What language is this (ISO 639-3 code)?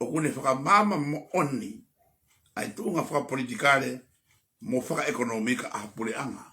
ton